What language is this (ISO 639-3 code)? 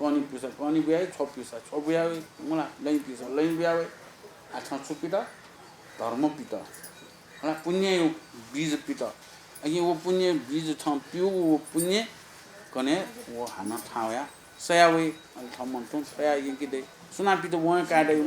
new